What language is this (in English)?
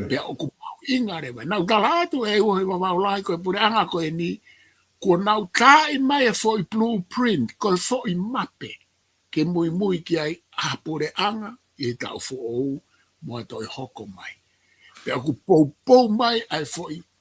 Tongan